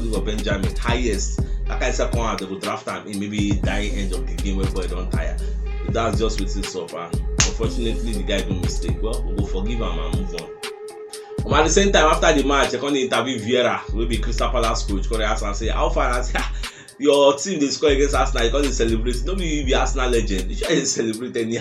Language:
Nigerian Pidgin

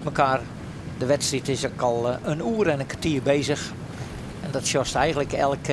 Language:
Western Frisian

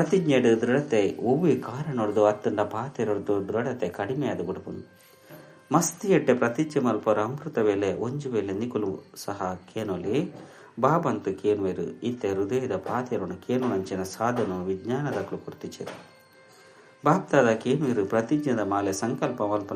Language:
Tulu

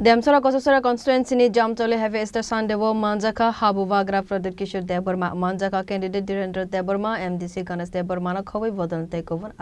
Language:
Kok Borok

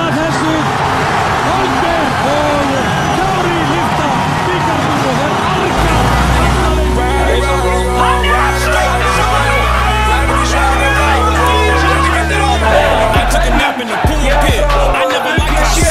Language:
Icelandic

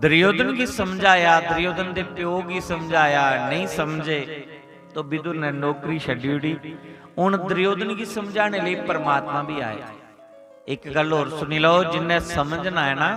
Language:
Dogri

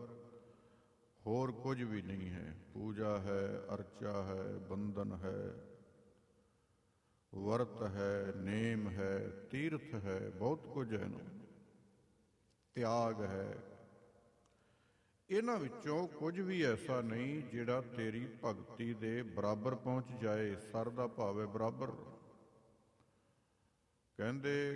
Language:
Punjabi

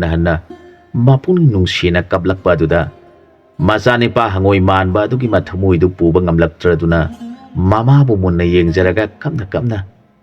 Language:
Manipuri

